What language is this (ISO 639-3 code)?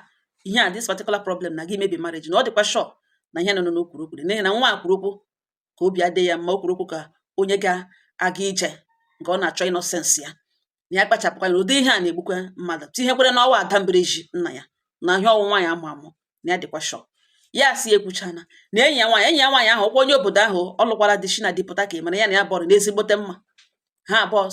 ibo